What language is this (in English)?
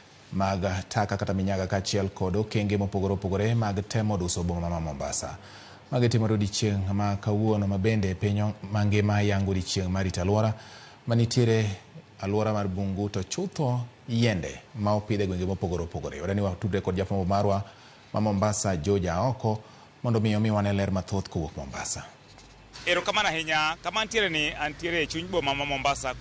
Luo (Kenya and Tanzania)